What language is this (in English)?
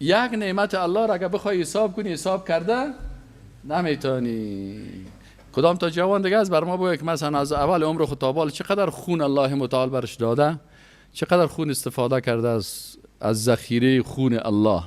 Persian